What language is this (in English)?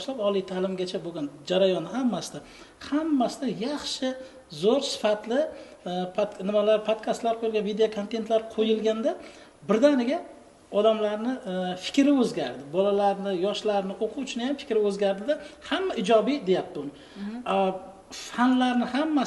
Uzbek